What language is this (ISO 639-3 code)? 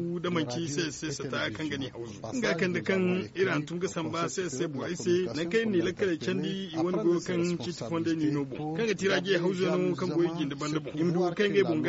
dje